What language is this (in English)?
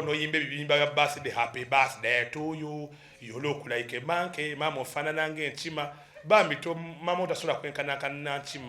Ganda